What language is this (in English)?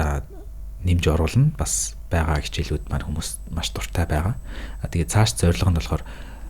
Mongolian